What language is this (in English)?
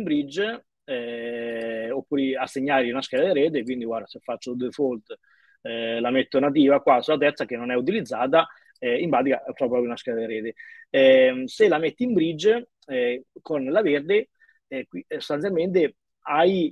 Italian